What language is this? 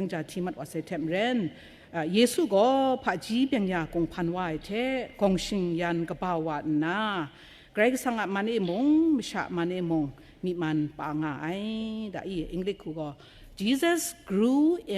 Kachin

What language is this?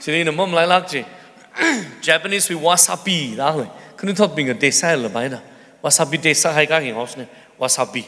Tangkhul Naga (India)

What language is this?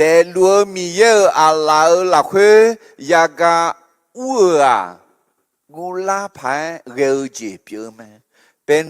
Akha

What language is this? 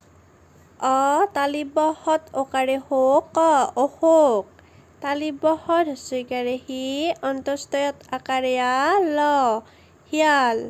Assamese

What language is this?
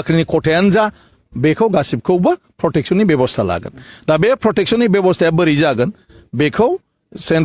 Bodo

